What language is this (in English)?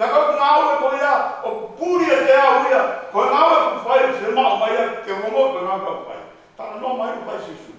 Tongan